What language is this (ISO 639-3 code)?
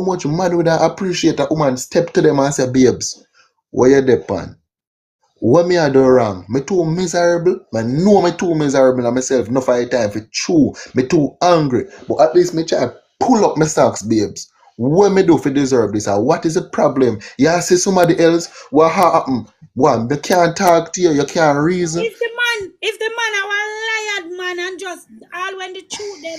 jam